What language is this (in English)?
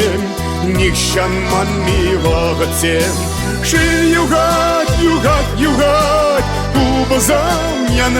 Chuvash